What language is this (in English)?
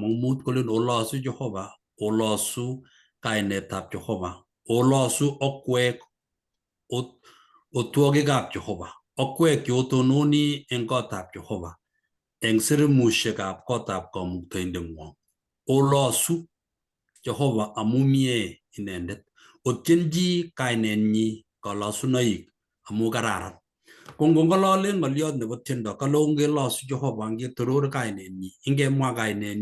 Kalenjin